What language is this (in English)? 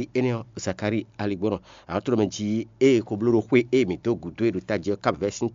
Fon